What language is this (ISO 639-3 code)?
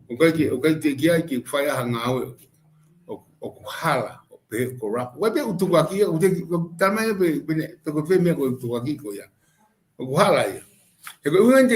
ton